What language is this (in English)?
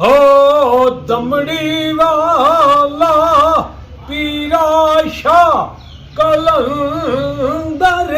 Pahari-Potwari